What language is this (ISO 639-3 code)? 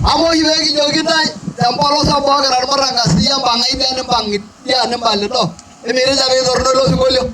mas